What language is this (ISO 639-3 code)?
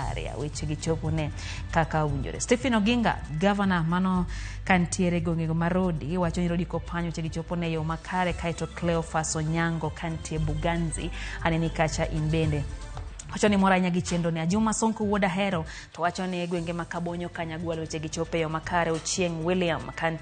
luo